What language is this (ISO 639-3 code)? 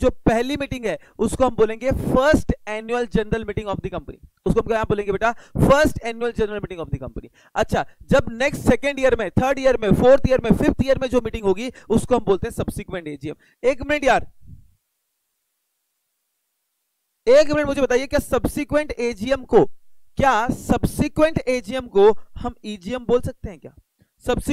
hin